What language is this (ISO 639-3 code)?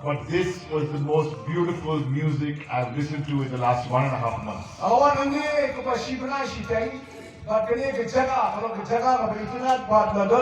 kha